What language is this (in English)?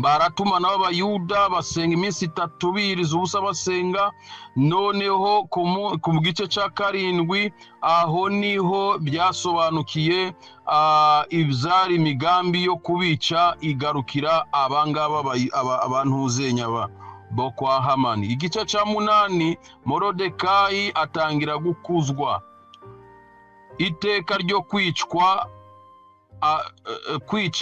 Kinyarwanda